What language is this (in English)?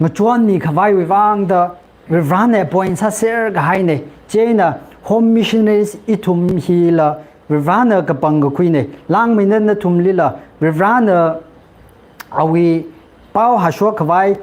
Tangkhul Naga (India)